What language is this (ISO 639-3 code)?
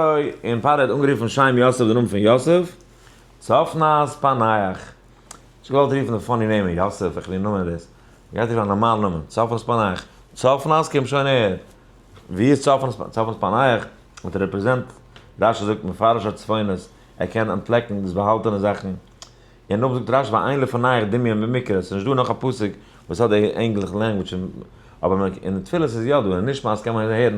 yid